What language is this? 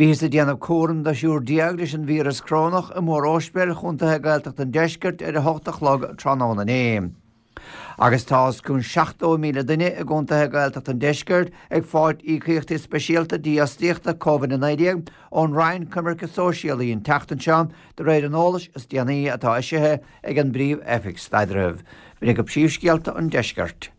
Irish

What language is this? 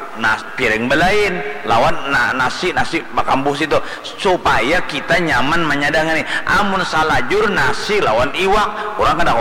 Banjar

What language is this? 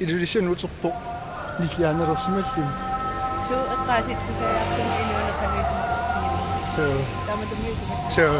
Kalaallisut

